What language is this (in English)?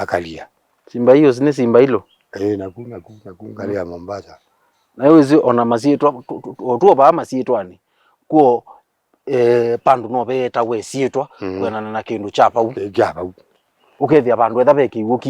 Kamba